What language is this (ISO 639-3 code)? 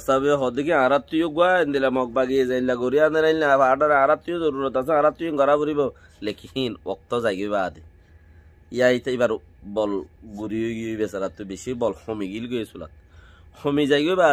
rhg